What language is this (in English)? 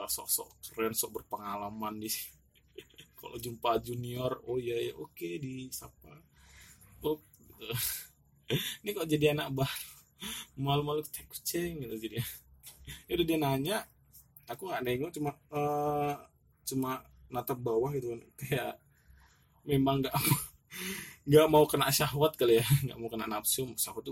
Indonesian